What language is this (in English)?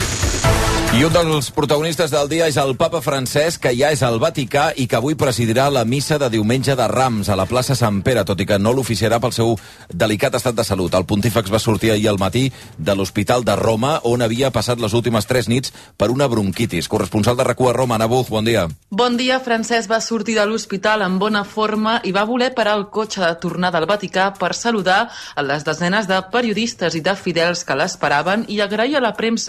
Catalan